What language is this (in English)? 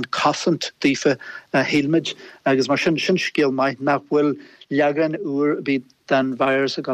Irish